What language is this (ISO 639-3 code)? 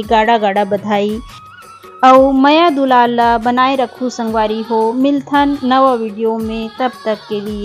hne